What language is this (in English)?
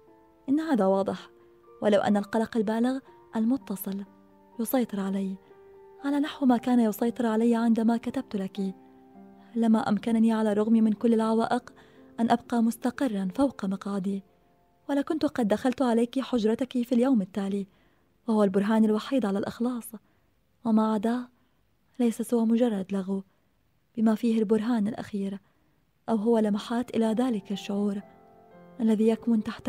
Arabic